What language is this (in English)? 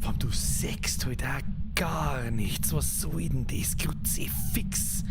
Bavarian